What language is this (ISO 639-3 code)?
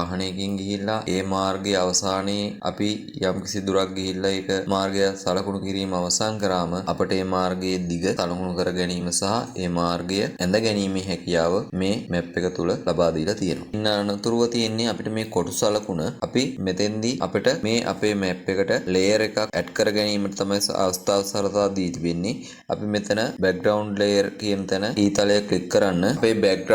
sin